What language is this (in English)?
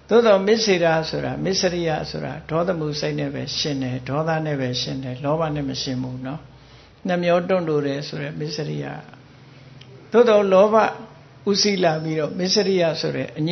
Burmese